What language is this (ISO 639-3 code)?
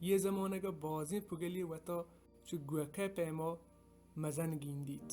bal